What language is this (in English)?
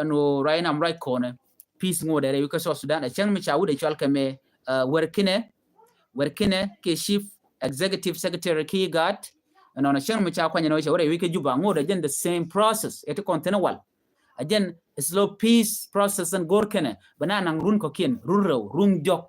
Nuer